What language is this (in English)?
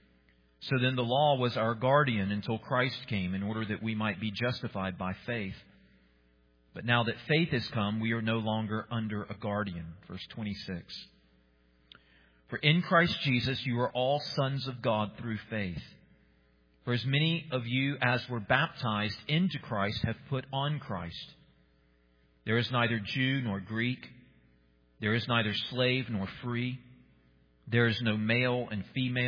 English